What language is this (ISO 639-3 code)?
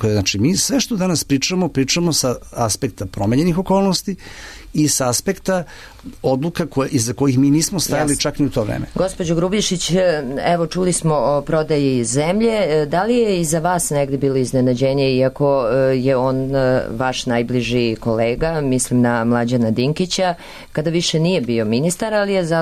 srp